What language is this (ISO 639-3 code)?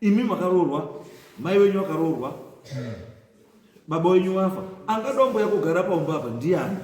sna